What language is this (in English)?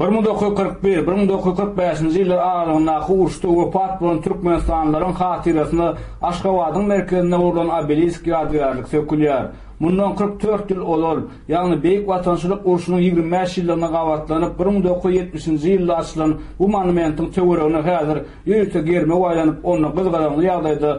Turkmen